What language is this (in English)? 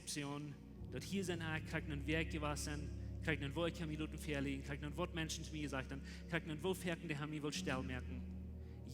Plautdietsch